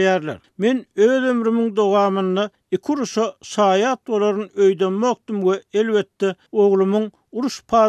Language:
Turkmen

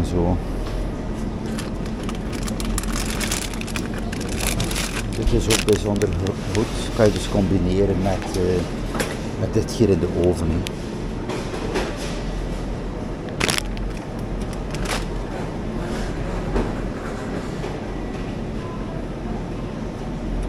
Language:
Dutch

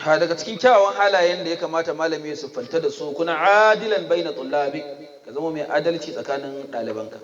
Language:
Hausa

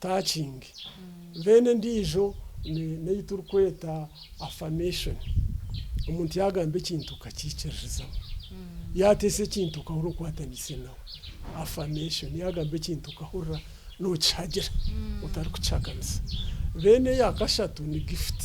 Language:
Nyankole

